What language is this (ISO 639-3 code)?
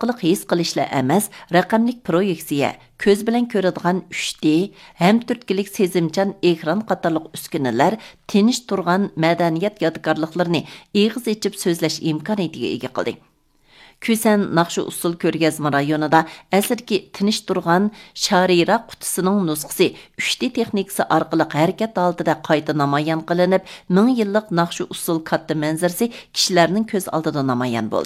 uig